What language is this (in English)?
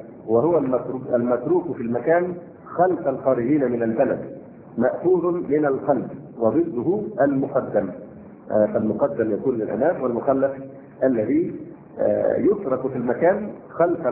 Arabic